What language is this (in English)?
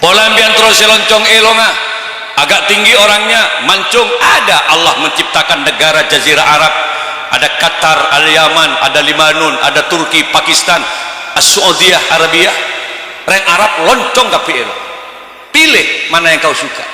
Madurese